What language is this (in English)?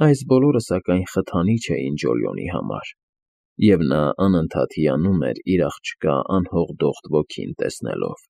Armenian